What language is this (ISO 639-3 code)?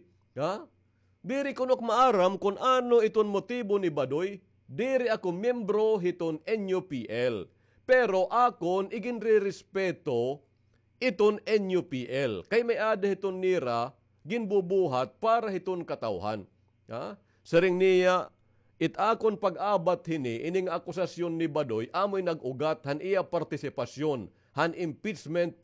war